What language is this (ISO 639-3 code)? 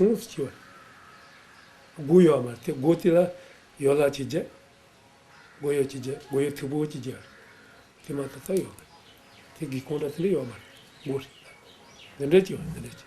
bod